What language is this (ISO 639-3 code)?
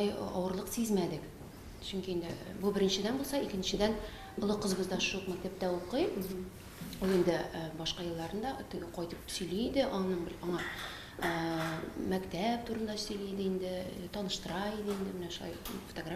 tat